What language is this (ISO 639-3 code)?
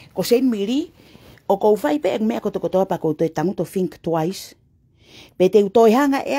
ton